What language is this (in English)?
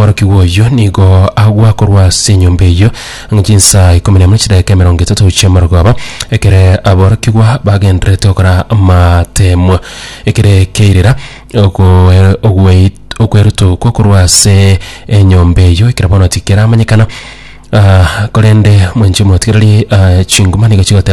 Gusii